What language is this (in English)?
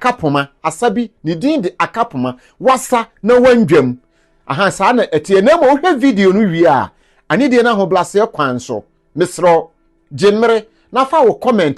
Akan